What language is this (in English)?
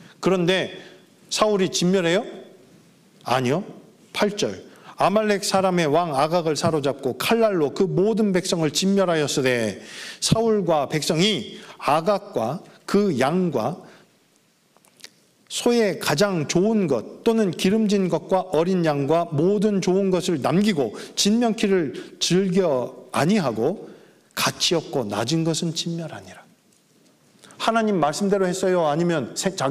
Korean